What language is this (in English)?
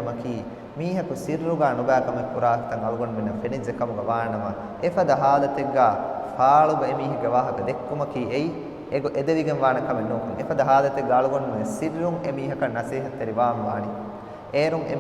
Divehi